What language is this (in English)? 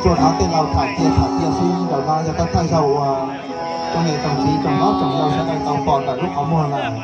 Hmong